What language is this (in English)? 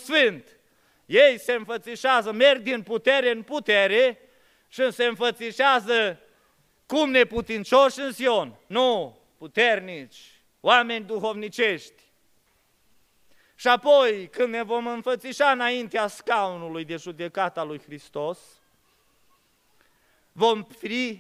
Romanian